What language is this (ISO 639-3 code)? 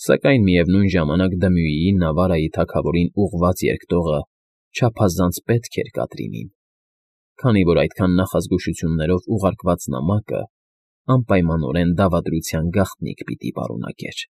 hye